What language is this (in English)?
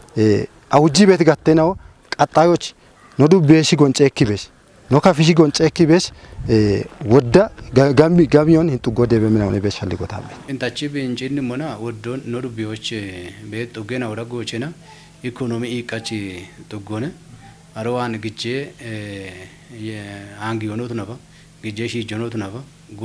Kafa